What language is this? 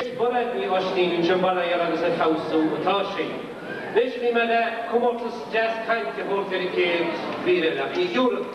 Irish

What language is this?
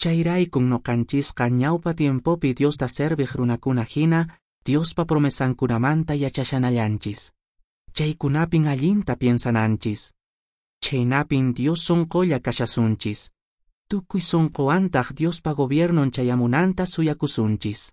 Quechua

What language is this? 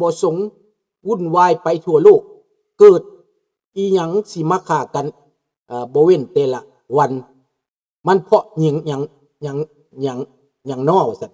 Lao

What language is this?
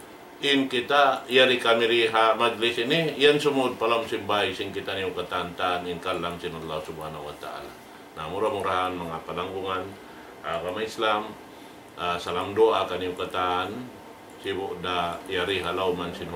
Tausug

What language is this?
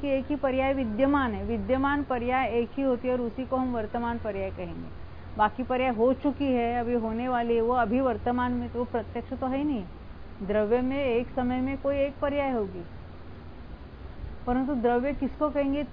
Hindi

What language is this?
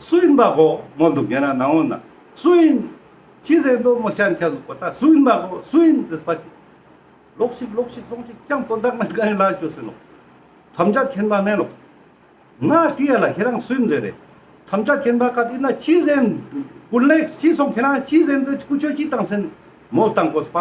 Ladakhi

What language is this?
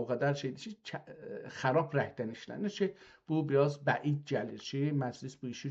South Azerbaijani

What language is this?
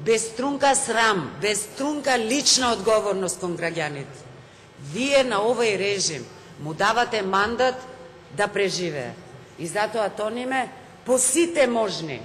Macedonian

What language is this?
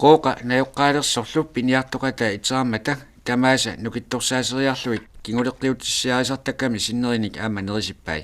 Kalaallisut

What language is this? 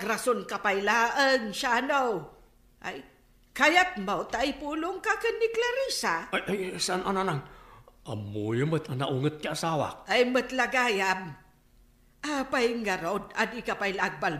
Iloko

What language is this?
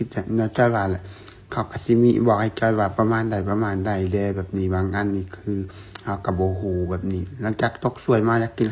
Lao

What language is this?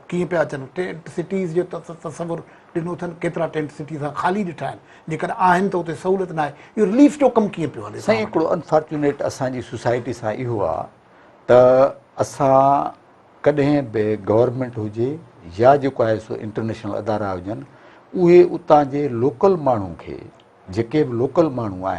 Sindhi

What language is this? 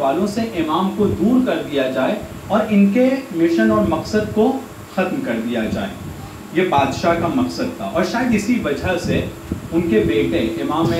Urdu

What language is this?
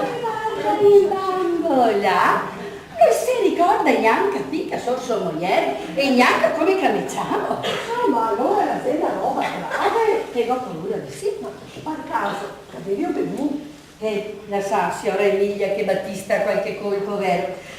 Venetian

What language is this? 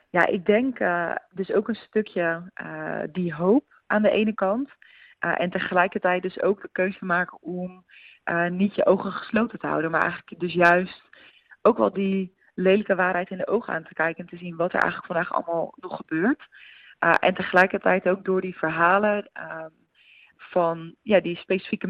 Dutch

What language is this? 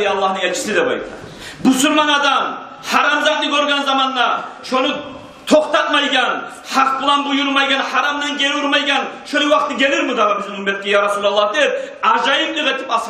Kumyk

